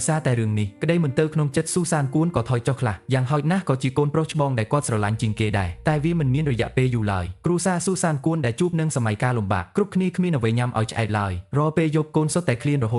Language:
Khmer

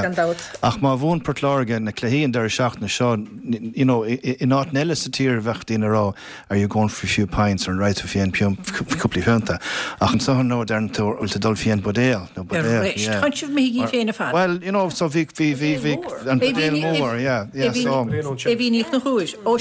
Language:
Irish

